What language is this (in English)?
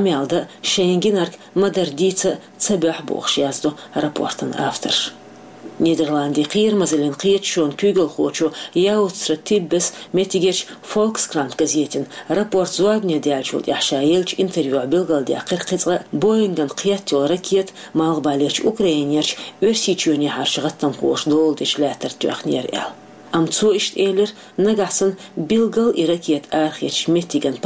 Chechen